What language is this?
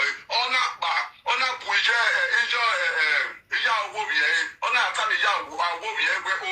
Nigerian Pidgin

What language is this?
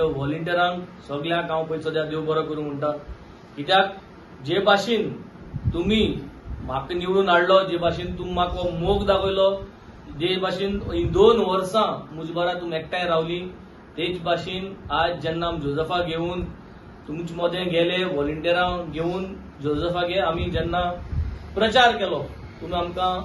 Konkani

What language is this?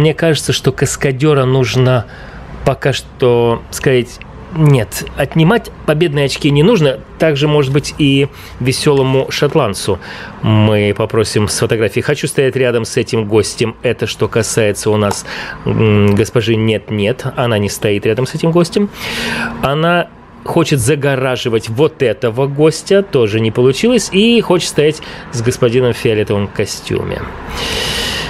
Russian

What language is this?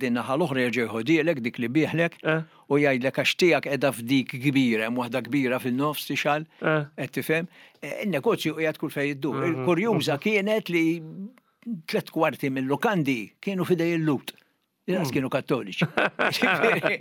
Maltese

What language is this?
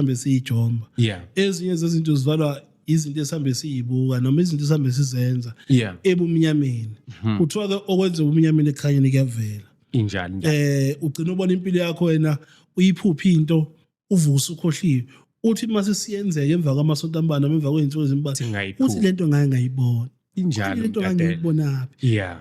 Zulu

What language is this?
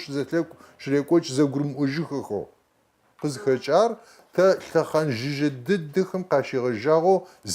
Kabardian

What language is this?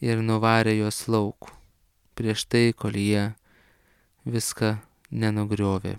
Lithuanian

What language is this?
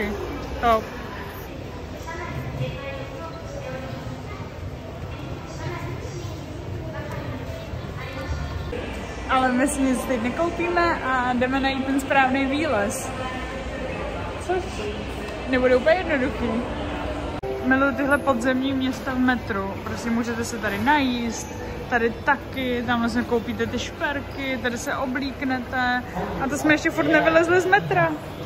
Czech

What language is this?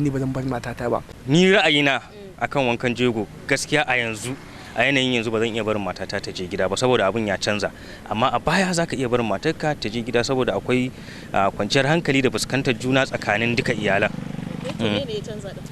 Hausa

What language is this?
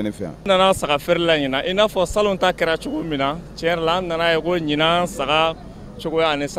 Bambara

